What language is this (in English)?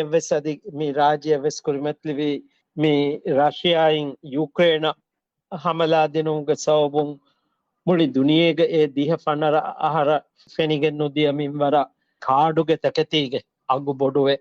Divehi